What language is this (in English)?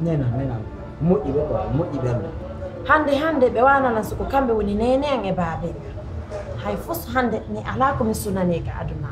Pular